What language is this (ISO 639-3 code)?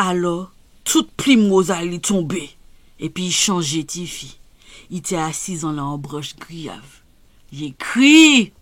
gcf